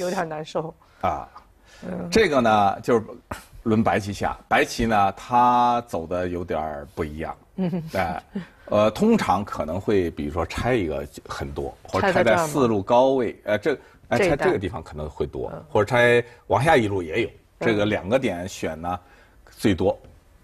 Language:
Chinese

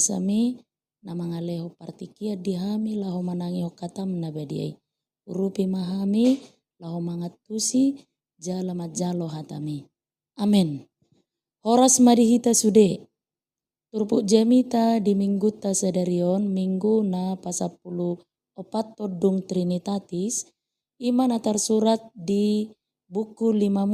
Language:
Batak Toba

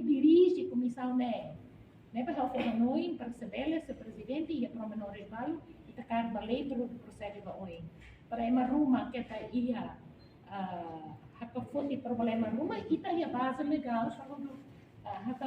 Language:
Tetum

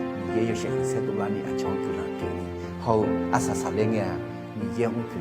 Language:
Akha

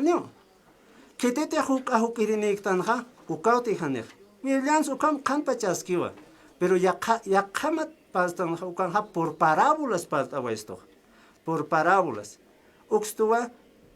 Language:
Aymara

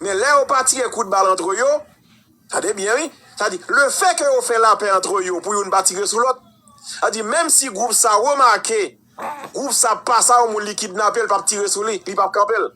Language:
Haitian Creole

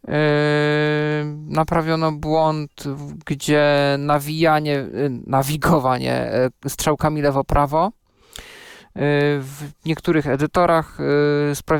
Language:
Polish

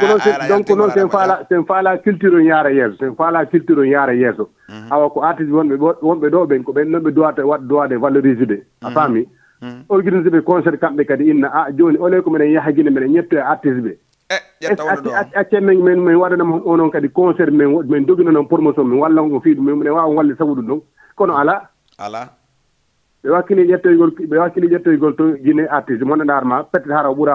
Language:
Fula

